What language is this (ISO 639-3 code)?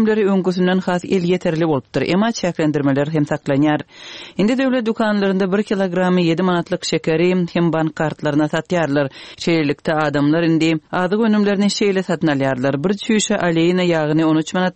tuk